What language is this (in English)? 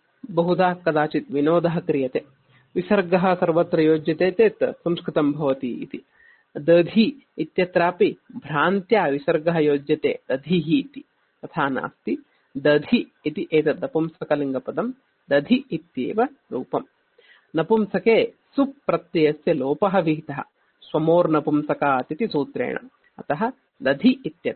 Sanskrit